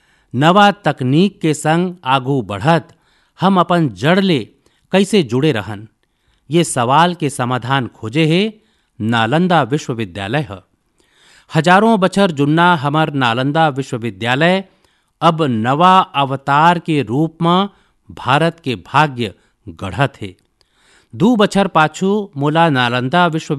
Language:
Chhattisgarhi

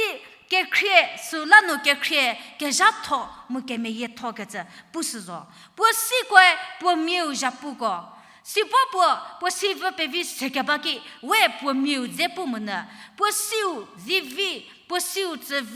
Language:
Angami Naga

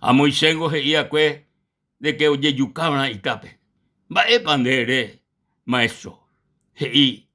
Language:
Guarani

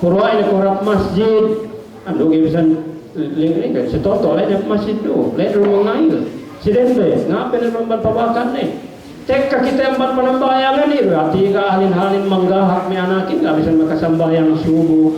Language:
Yakan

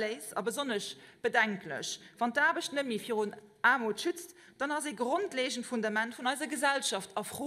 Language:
Luxembourgish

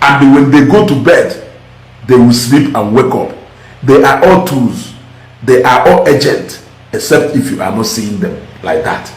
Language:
Igbo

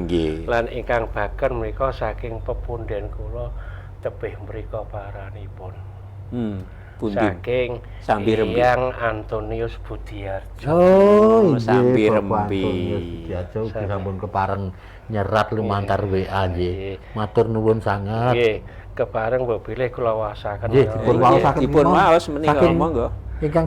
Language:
Javanese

